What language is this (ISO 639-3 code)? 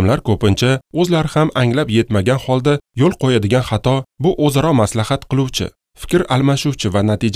uzb